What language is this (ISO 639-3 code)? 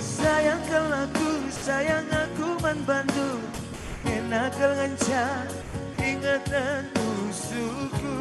btx